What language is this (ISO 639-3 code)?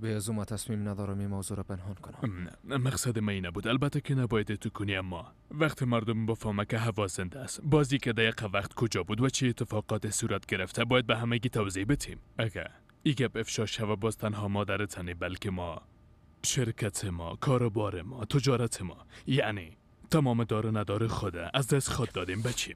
fas